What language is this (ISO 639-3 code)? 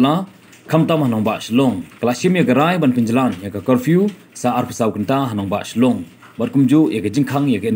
kha